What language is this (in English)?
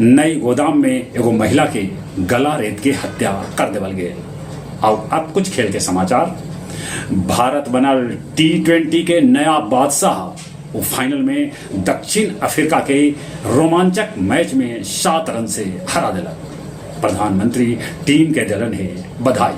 Magahi